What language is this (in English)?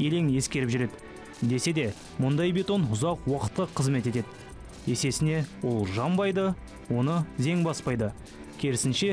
Kazakh